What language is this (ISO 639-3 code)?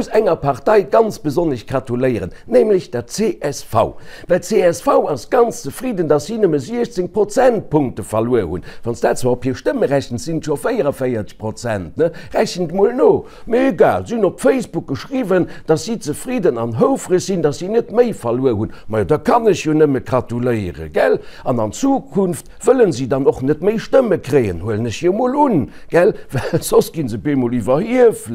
ltz